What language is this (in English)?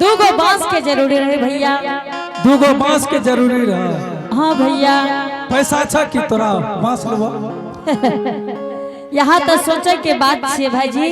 Angika